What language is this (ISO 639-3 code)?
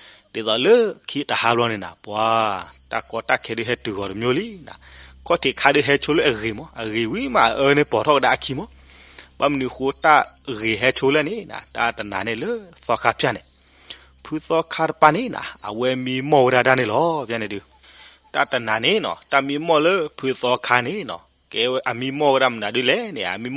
ksw